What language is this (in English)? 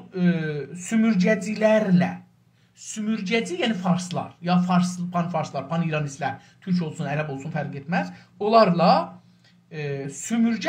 South Azerbaijani